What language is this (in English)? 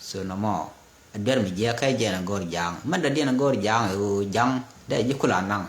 Nuer